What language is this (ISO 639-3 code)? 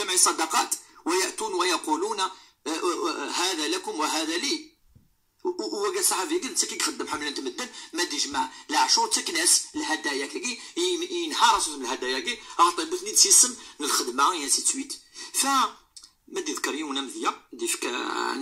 ary